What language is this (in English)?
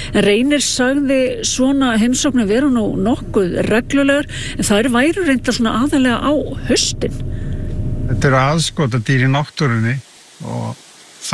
Icelandic